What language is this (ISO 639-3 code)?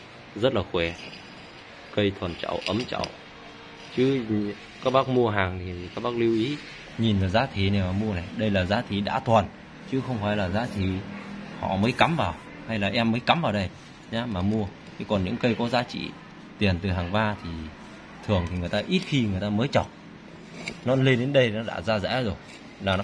vie